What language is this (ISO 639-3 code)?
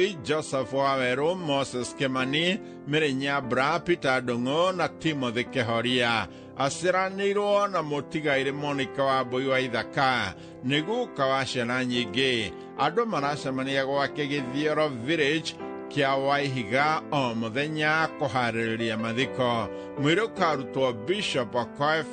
kik